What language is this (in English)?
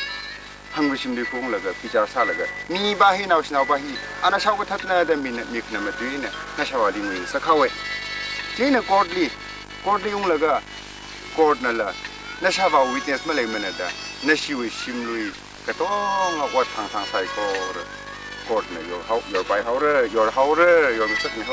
Tangkhul Naga (India)